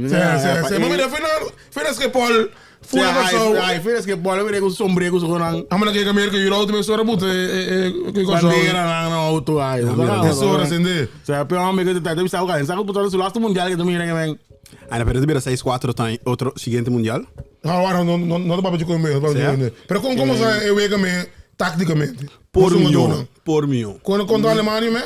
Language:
Papiamento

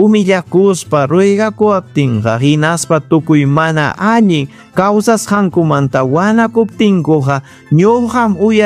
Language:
Ayacucho Quechua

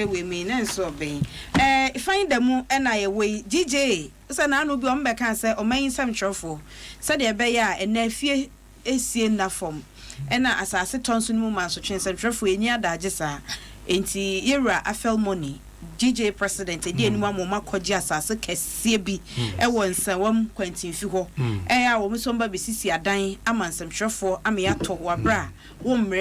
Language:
Akan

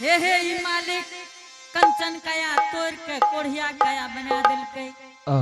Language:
Angika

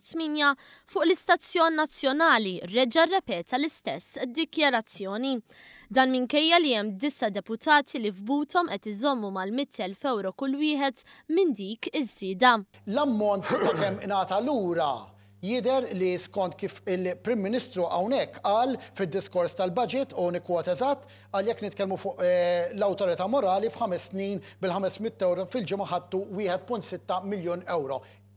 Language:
Maltese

